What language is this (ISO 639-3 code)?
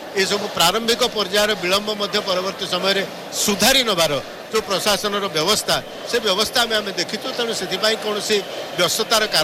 ori